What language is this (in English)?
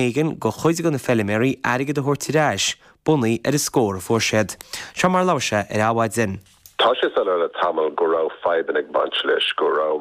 Irish